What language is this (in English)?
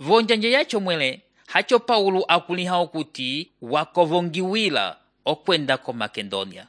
Umbundu